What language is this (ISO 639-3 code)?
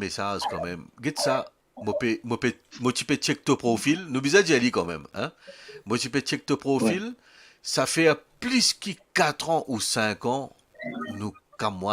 mfe